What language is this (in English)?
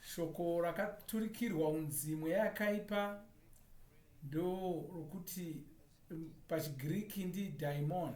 Shona